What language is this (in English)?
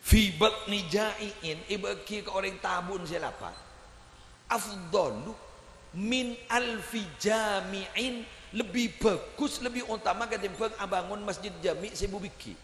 Madurese